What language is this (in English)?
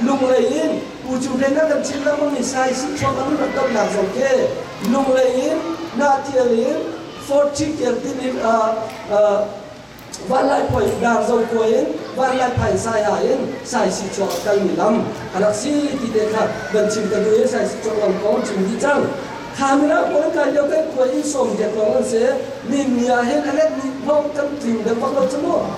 Hakha Chin